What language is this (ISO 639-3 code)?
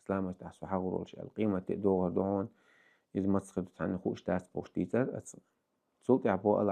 che